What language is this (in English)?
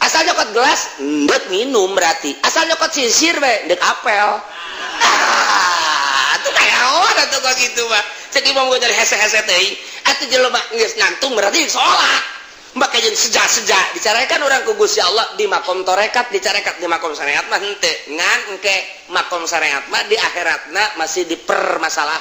Sundanese